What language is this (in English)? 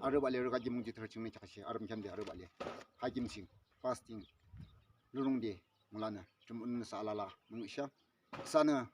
Yimchungru Naga